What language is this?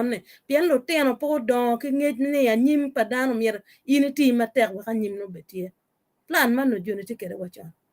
Acoli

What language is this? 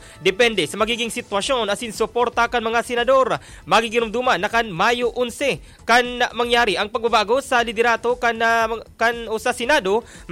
Bikol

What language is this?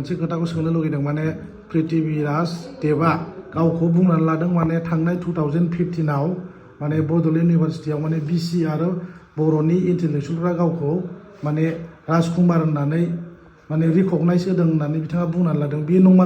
Bodo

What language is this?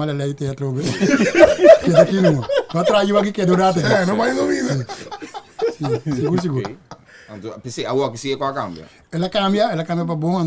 Papiamento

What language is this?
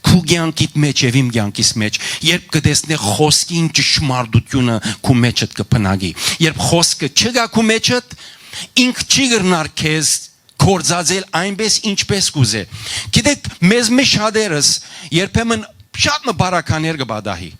Western Armenian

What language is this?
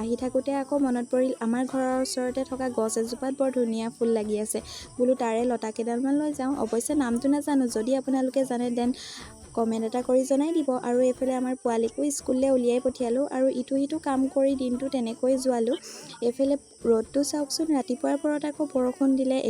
Assamese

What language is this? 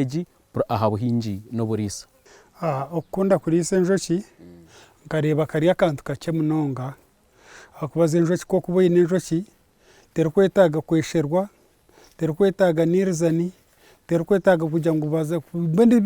Nyankole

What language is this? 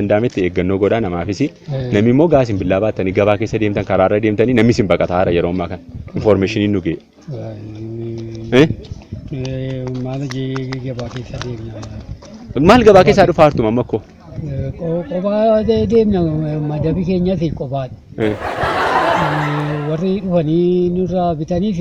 Oromo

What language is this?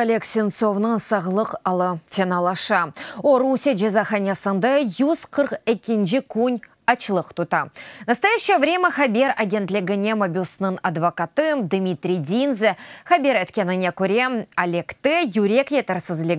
Crimean Tatar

